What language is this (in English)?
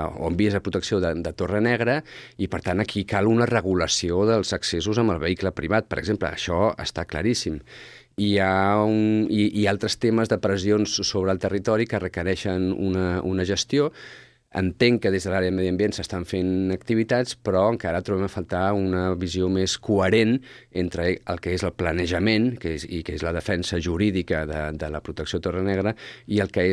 Catalan